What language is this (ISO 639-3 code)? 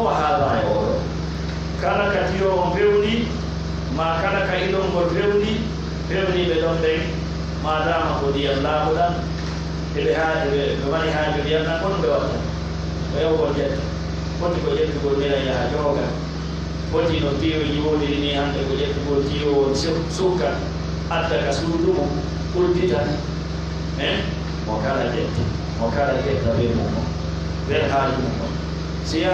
fuf